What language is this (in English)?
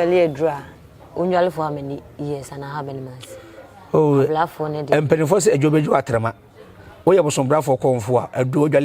Akan